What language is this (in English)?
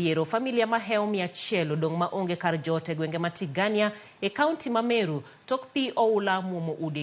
Luo (Kenya and Tanzania)